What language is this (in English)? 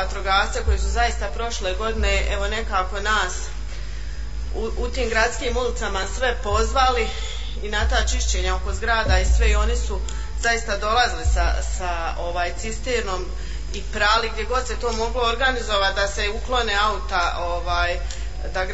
Bosnian